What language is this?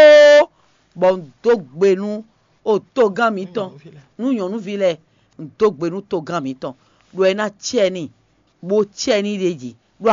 Fon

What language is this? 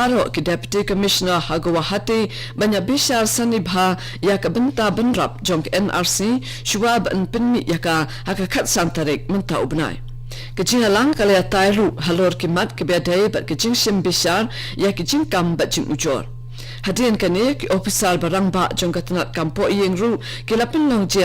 Khasi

